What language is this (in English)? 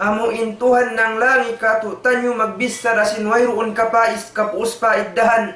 Tausug